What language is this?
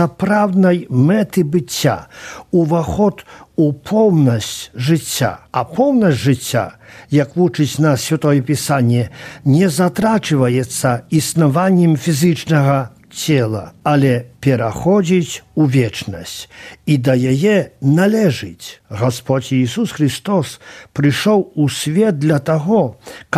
Belarusian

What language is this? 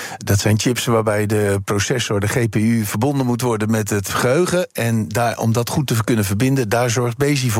Dutch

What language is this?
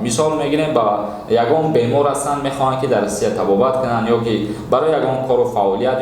Tajik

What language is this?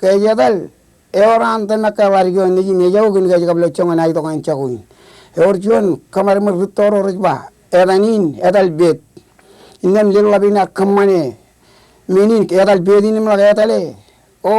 Marshallese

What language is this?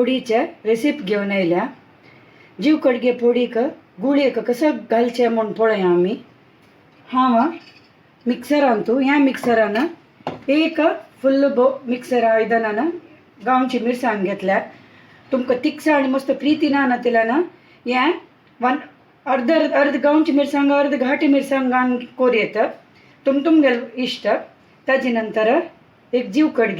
Konkani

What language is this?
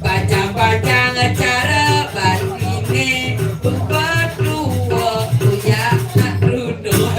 Balinese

